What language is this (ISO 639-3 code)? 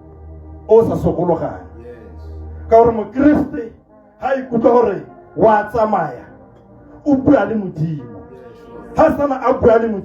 tsn